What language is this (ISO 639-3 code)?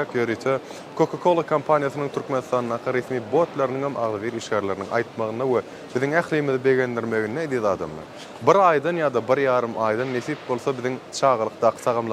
tuk